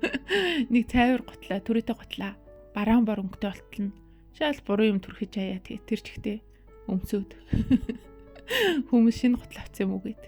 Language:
Mongolian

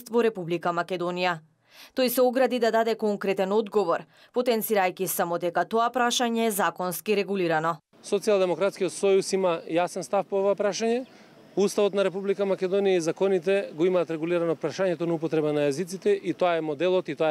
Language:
Macedonian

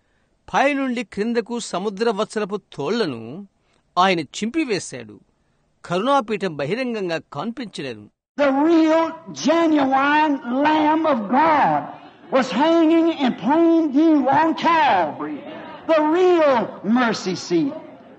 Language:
Telugu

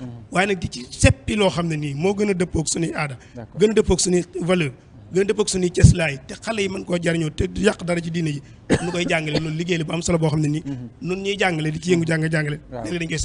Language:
Wolof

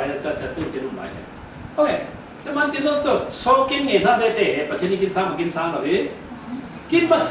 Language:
Falam Chin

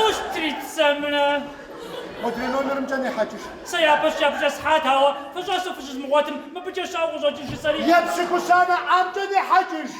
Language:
Kabardian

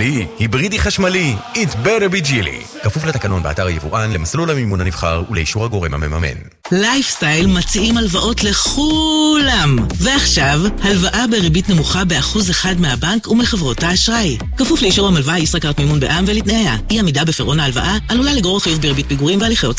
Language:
Hebrew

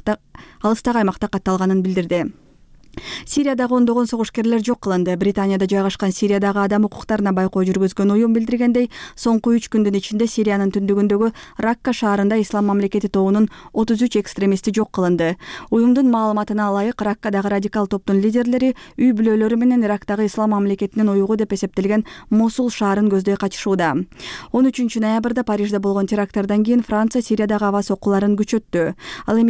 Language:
Kyrgyz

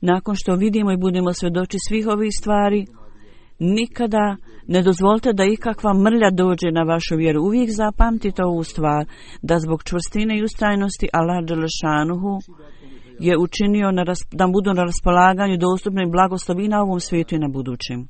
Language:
Bosnian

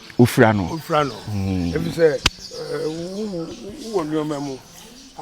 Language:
Akan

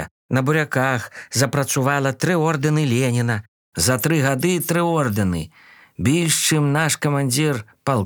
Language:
Belarusian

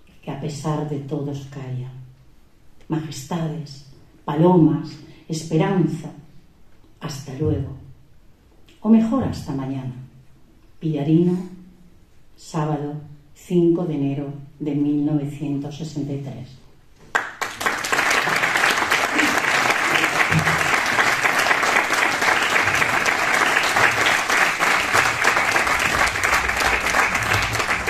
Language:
Spanish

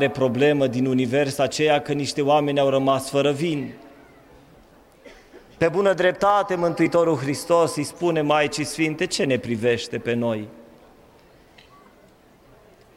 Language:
Romanian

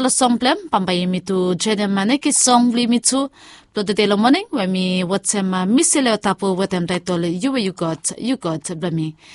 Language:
Bislama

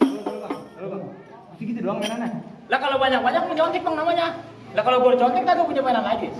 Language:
Betawi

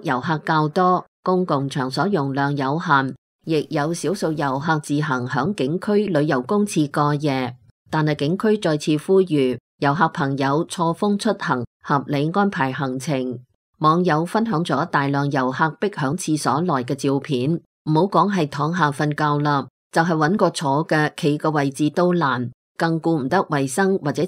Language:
Cantonese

